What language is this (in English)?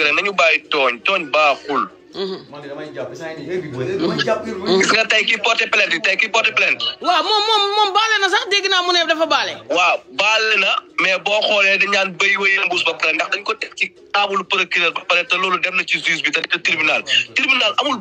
Wolof